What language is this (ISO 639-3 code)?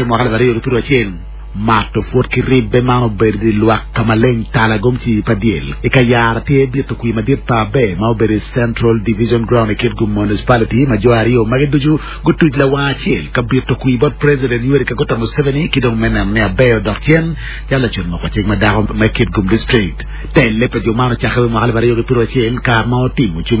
ach